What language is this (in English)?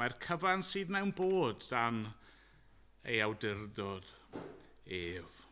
Welsh